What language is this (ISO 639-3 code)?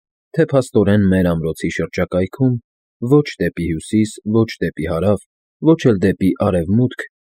hye